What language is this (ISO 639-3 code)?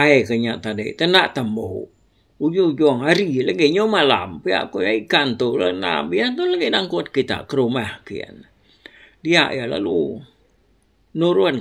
iba